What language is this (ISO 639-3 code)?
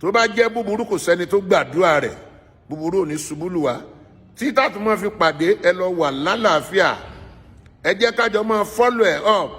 yor